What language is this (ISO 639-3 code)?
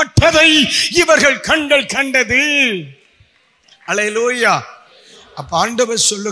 tam